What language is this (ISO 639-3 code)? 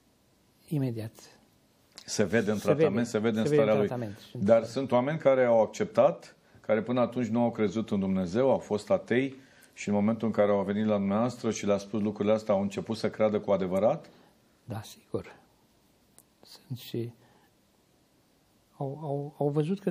ron